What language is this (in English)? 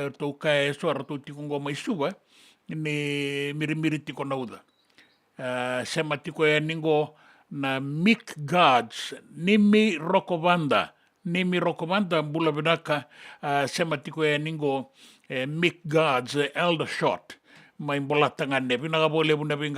Fijian